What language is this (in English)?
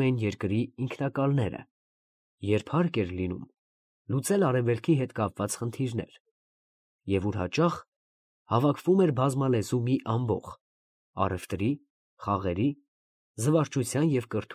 Armenian